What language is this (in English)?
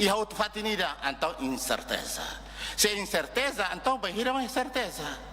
Tetum